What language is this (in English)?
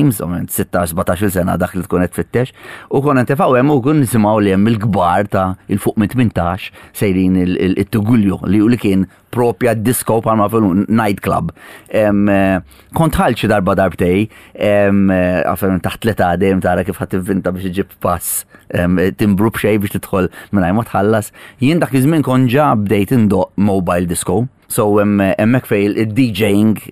Maltese